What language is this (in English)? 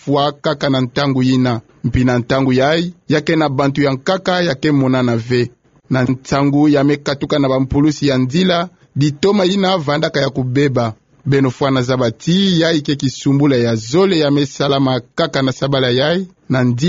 Kituba (Democratic Republic of Congo)